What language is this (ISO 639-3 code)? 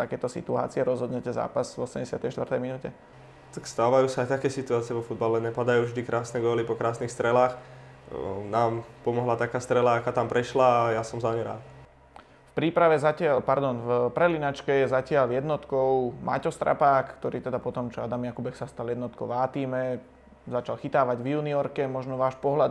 slk